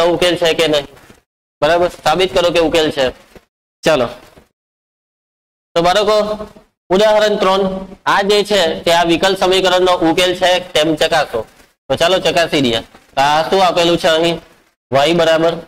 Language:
Gujarati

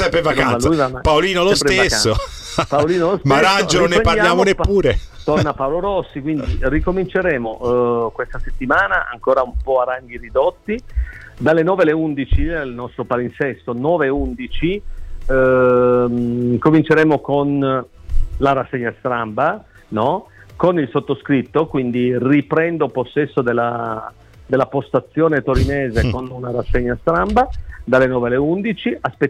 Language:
Italian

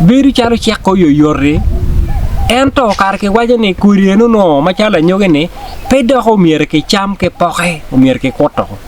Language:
Acoli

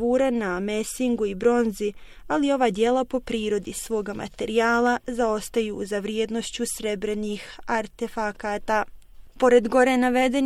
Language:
Bosnian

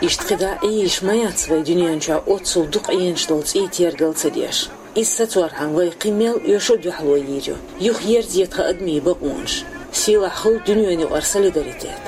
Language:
Chechen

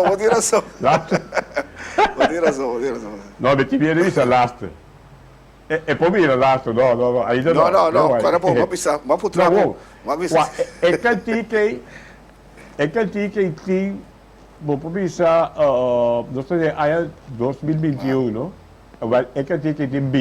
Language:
Papiamento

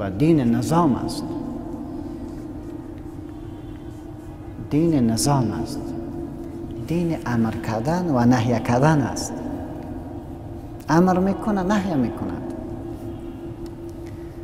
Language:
Persian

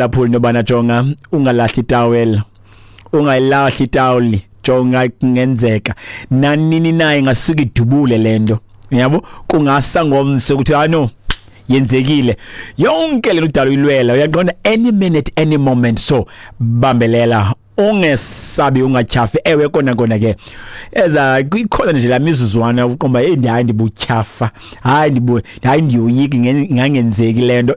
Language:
Xhosa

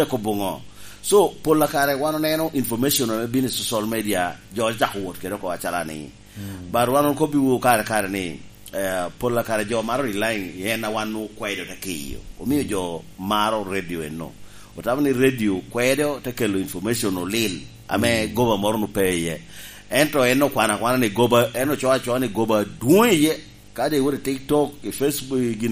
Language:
Lango (Uganda)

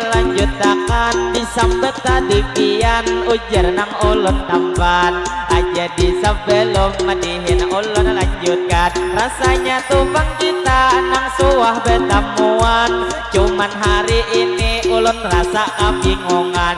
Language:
Banjar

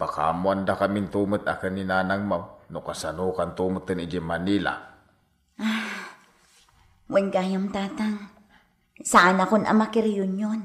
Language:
Iloko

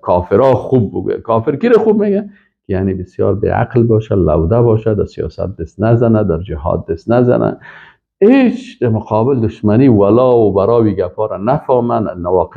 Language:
Persian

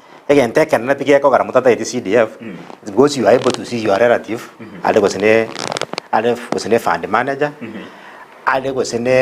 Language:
Gusii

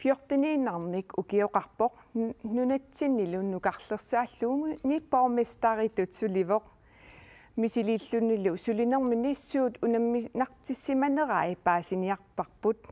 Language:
Kalaallisut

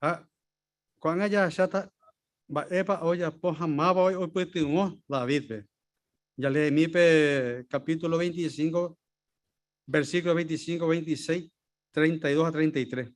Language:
Guarani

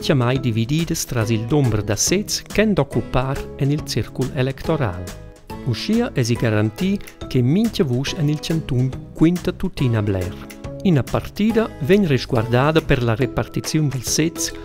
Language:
Romansh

